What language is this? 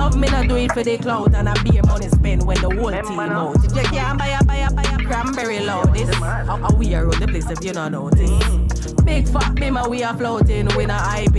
Jamaican Creole English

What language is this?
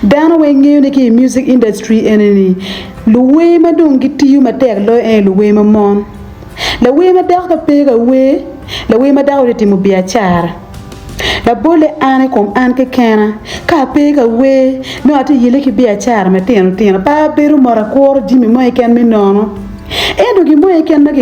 Acoli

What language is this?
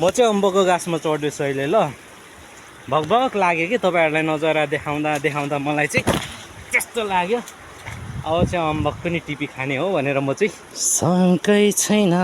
Nepali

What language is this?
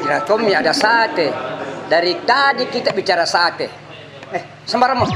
Makassar Malay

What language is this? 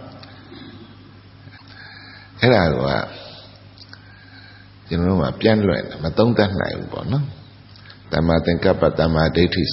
Burmese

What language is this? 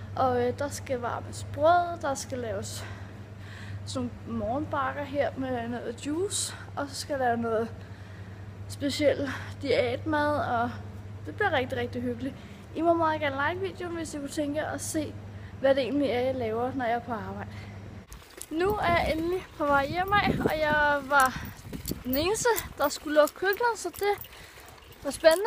Danish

